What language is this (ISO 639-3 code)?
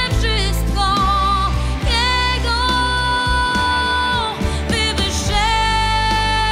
pol